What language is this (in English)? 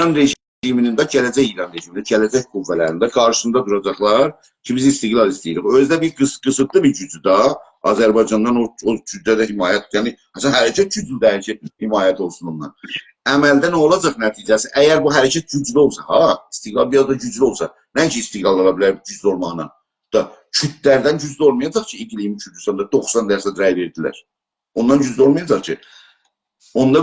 South Azerbaijani